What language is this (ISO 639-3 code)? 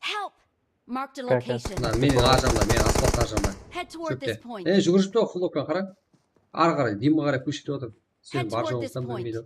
kaa